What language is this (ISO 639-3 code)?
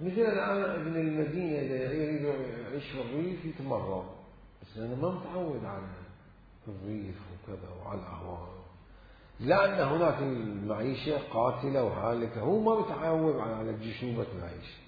acm